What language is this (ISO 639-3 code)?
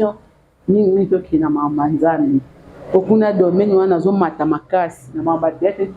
lin